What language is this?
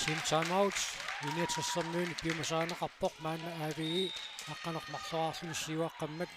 Kalaallisut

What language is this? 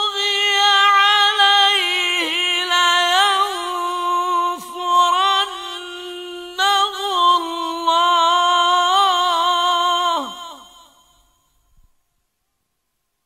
Arabic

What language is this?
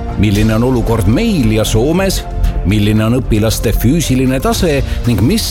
Estonian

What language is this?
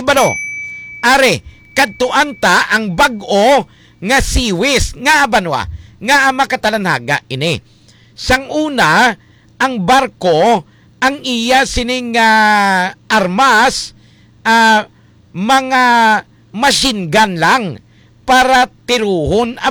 Hiligaynon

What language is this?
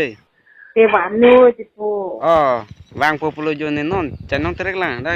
Karbi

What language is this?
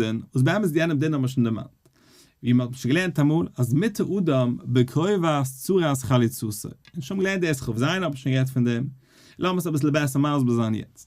Yiddish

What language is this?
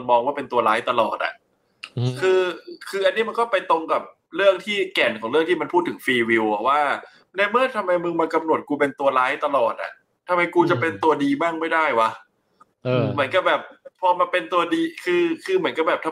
Thai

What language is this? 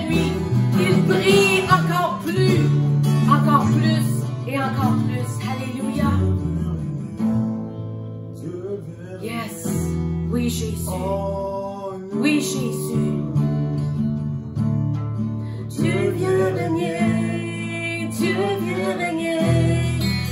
French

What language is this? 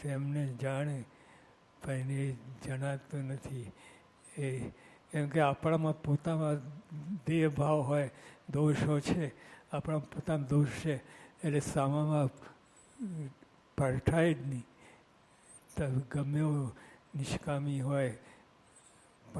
Gujarati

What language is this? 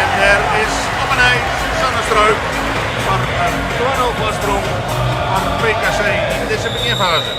Western Frisian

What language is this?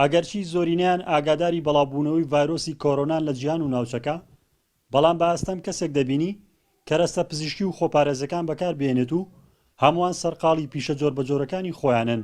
Central Kurdish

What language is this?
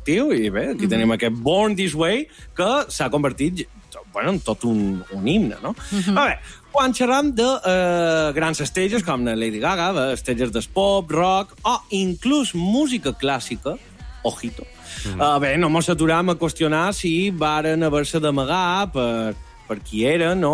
Catalan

